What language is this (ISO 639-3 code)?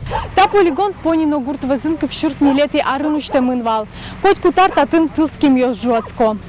udm